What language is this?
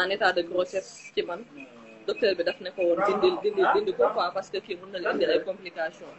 Wolof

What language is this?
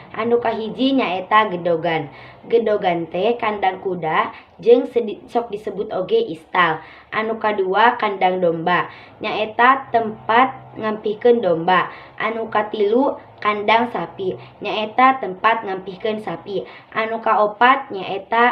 Sundanese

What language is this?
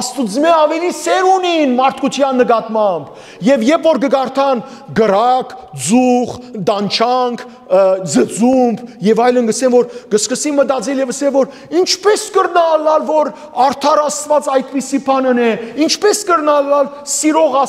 Western Armenian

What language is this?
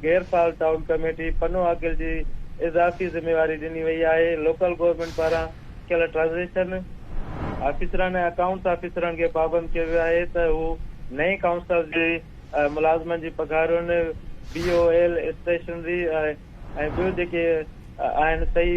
Sindhi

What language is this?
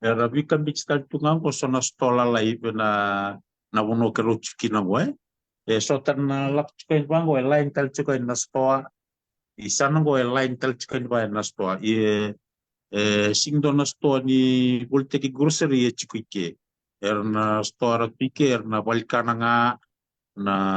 Fijian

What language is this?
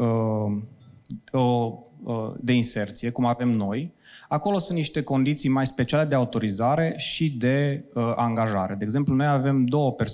Romanian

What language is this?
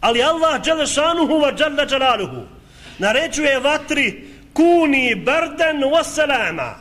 Bosnian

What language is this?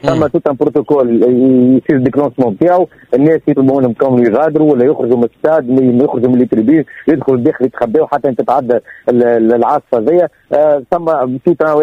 Tunisian Arabic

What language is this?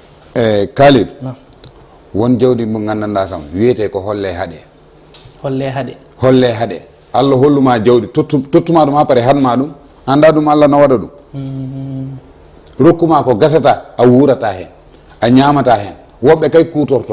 Fula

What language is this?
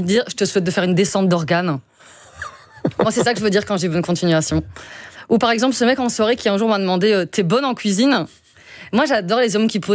French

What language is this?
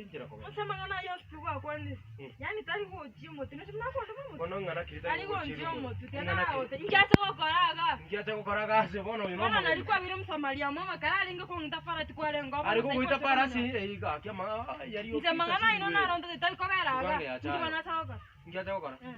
Gusii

